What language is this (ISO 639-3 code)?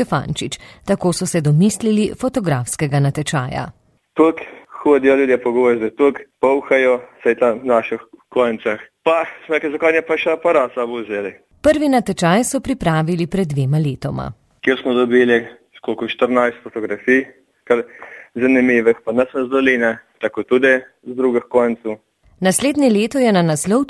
slv